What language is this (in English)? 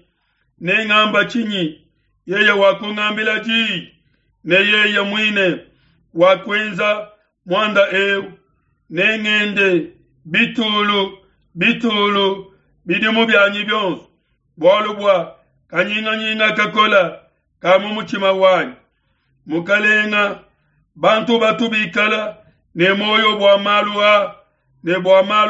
Luba-Lulua